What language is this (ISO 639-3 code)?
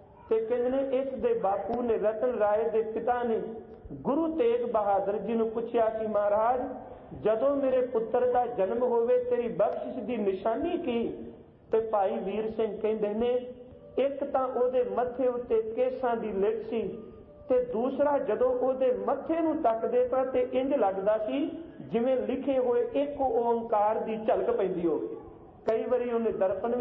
pan